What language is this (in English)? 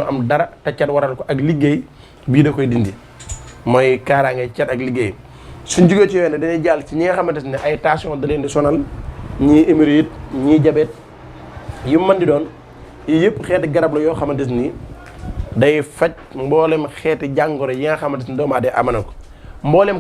Wolof